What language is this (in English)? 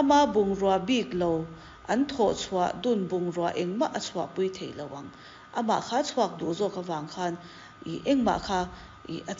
Mizo